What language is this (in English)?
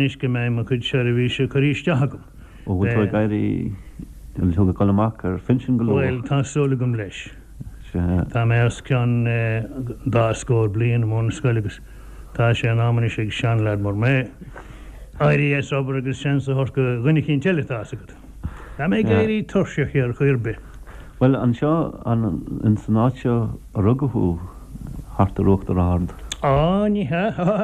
Irish